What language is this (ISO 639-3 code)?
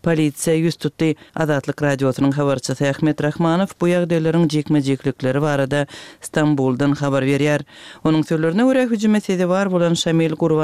tuk